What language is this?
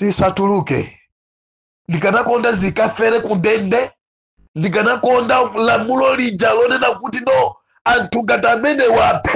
Nyanja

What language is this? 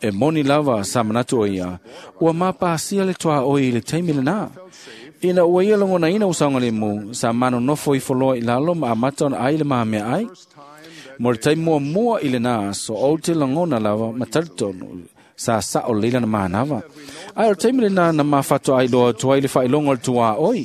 Samoan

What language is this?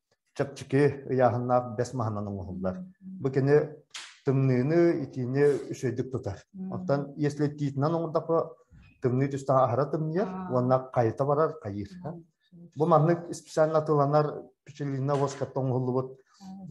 Yakut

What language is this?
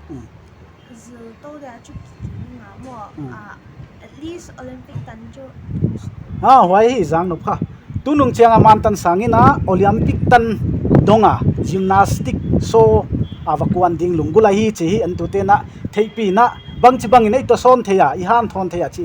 Paite Chin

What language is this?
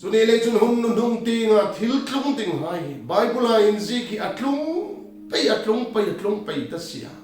Hmar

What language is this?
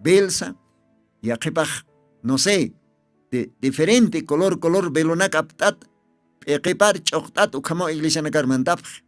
Aymara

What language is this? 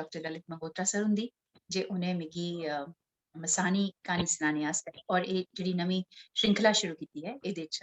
Dogri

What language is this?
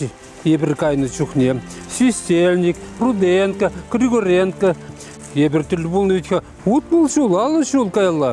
Chuvash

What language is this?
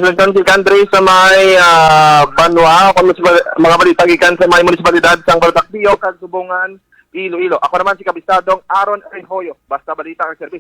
Hiligaynon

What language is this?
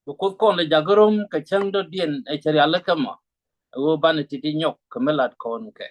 Nuer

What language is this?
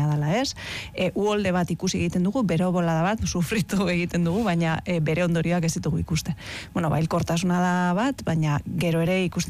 Basque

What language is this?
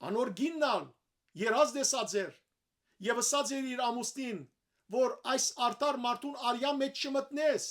Western Armenian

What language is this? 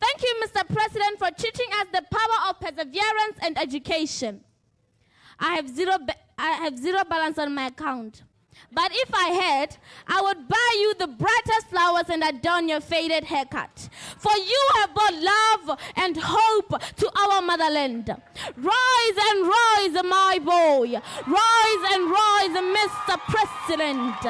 Tswana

